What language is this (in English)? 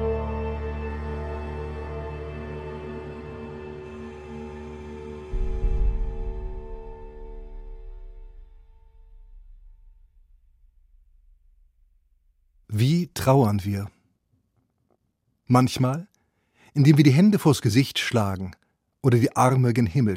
German